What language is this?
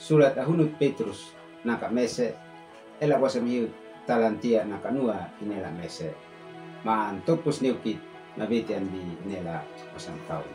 Uab Meto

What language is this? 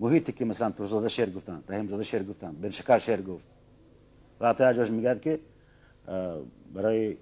Tajik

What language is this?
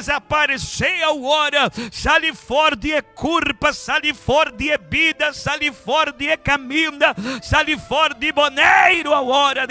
Papiamento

